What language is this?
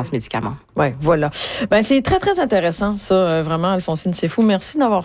French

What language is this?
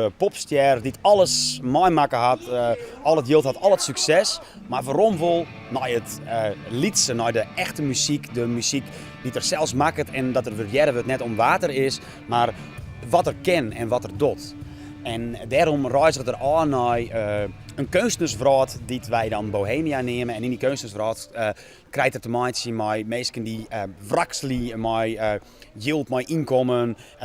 Western Frisian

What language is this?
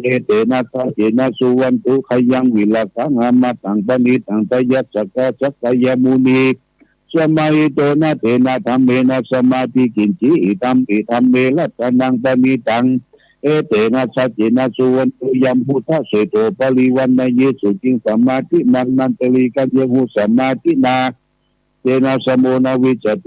Pali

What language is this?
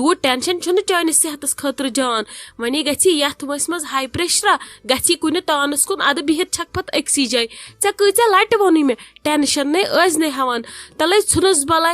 Kashmiri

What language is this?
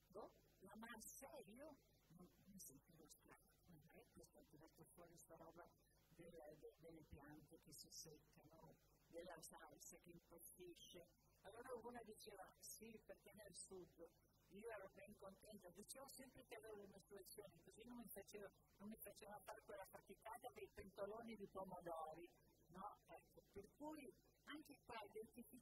Italian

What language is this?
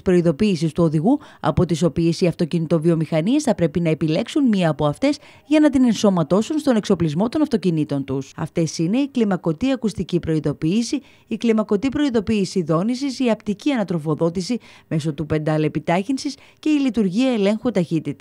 Greek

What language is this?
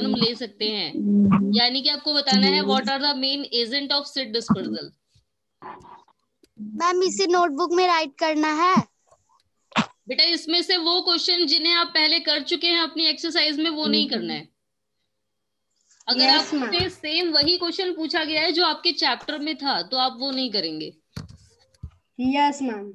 Hindi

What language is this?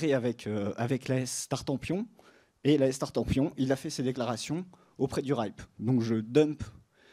French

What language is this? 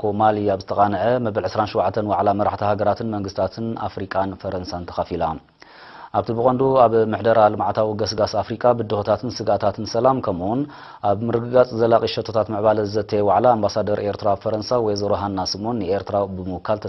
Tigrinya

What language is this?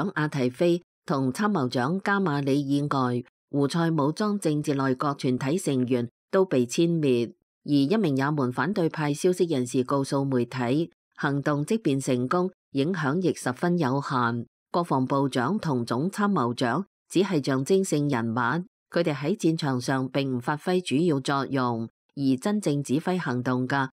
Cantonese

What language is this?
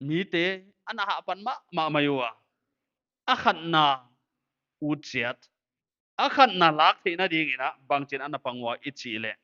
Paite Chin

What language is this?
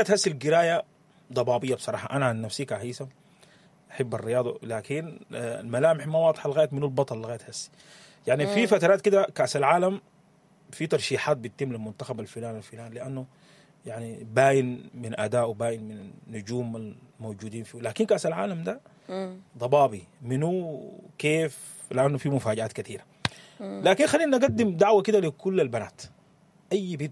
Sudanese Arabic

